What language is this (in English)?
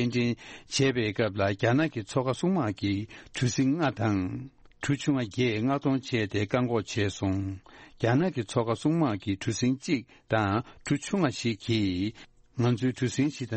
Tibetan